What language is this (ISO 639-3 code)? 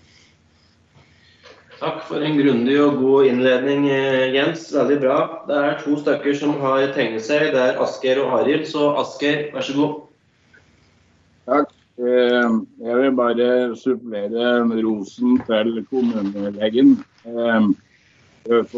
nor